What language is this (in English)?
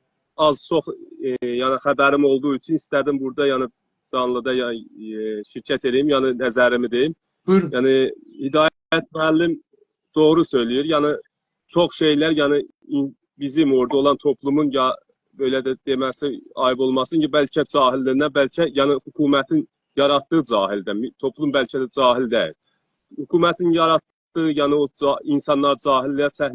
South Azerbaijani